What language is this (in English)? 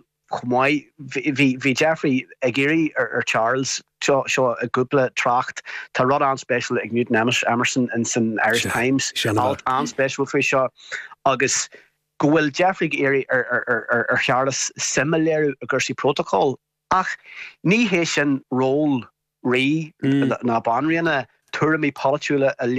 Irish